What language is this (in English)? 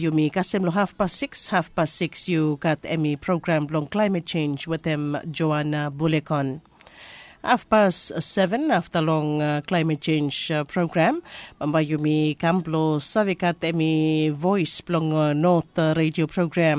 Bislama